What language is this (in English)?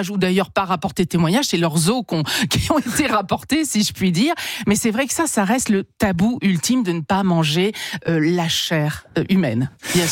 French